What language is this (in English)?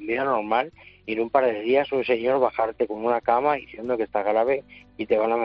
Spanish